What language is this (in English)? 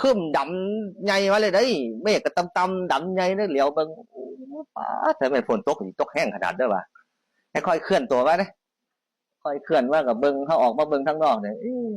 Northeastern Thai